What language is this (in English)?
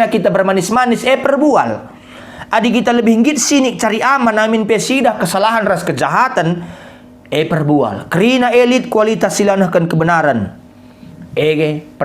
Batak Karo